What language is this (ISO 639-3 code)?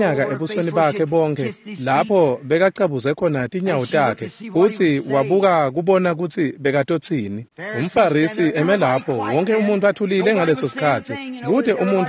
ssw